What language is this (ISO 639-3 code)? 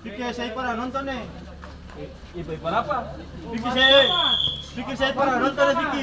abs